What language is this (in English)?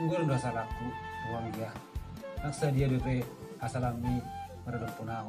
Batak Toba